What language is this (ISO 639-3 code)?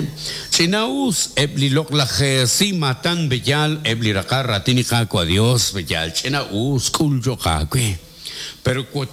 kek